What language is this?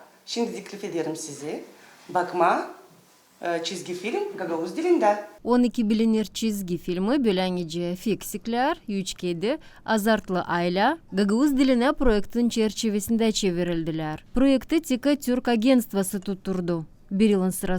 Gagauz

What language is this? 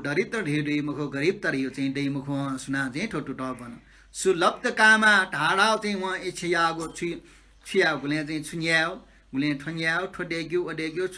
Newari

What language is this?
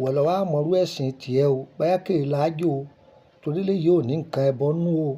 Yoruba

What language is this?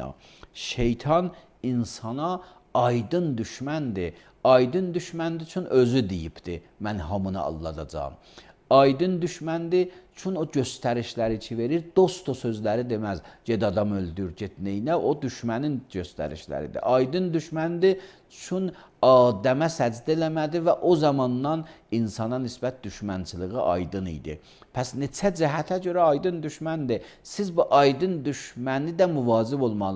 Azerbaijani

